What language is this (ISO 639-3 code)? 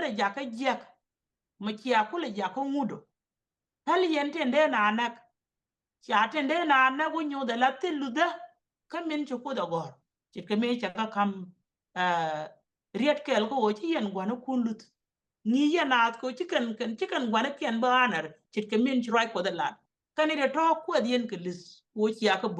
nus